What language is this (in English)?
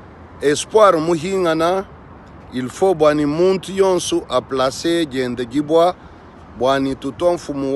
Luba-Lulua